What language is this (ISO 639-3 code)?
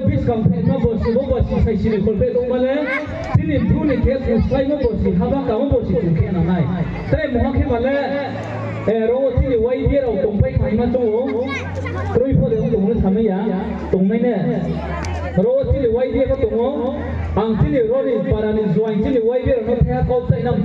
ria